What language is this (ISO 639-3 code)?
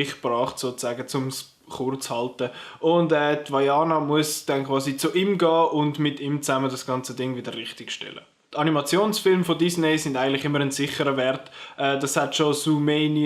gsw